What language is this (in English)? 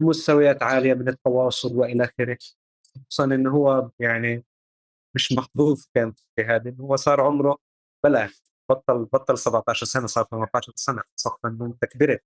North Levantine Arabic